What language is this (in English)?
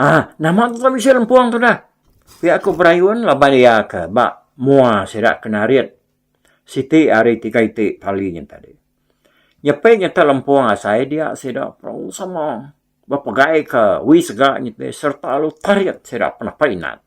Iban